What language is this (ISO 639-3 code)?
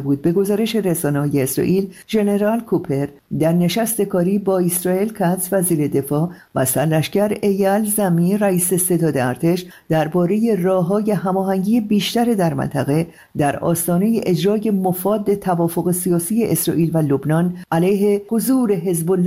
fas